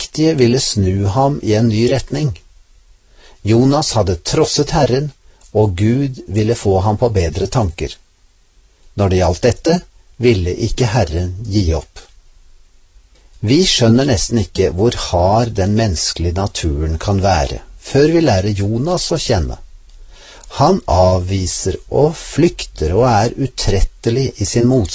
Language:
Norwegian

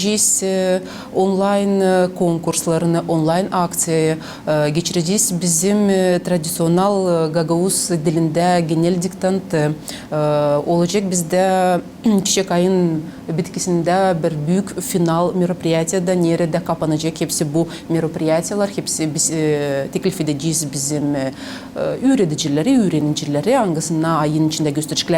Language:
Gagauz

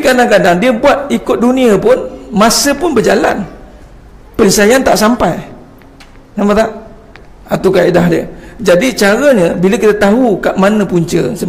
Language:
Malay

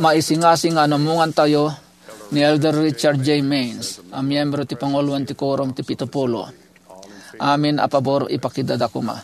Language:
Iloko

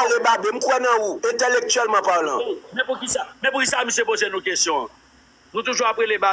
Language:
Haitian Creole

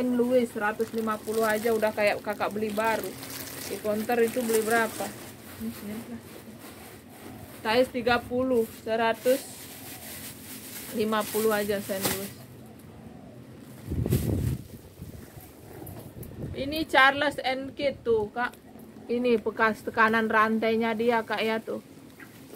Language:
Indonesian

